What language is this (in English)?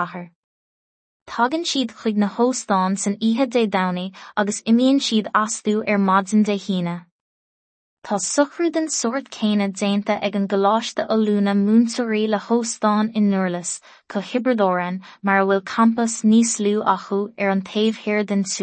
Irish